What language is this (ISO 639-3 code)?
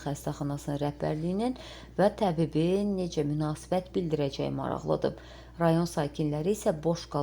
aze